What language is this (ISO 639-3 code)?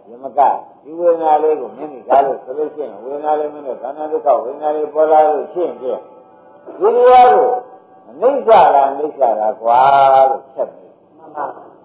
mya